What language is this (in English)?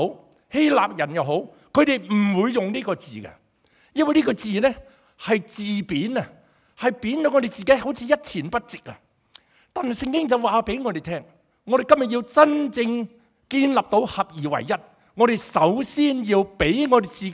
Cantonese